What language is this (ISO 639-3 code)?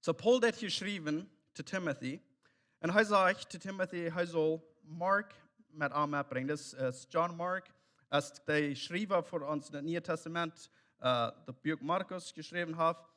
pdt